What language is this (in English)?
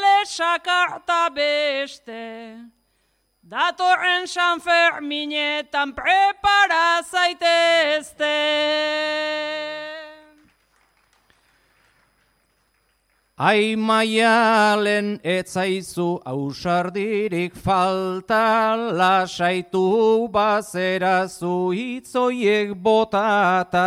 Basque